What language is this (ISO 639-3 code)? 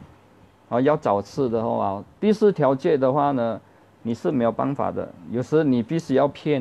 zho